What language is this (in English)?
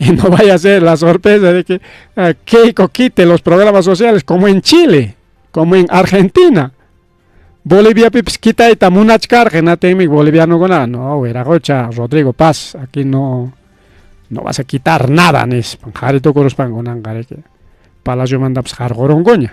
Ayacucho Quechua